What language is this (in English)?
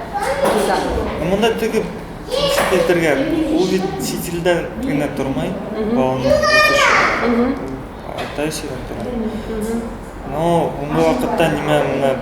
Bashkir